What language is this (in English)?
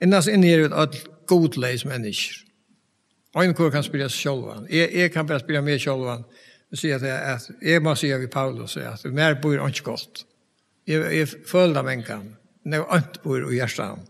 Faroese